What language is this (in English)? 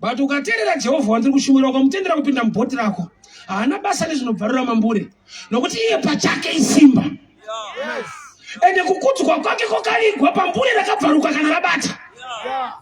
Shona